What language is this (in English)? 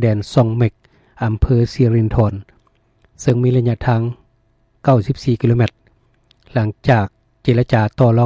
Lao